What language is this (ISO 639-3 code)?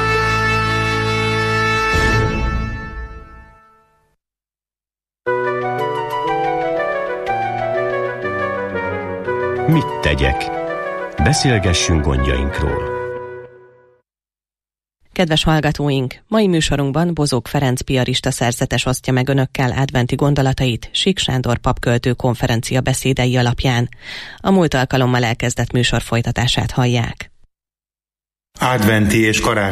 hun